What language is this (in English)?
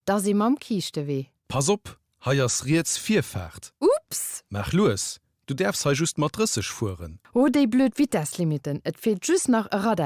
Luxembourgish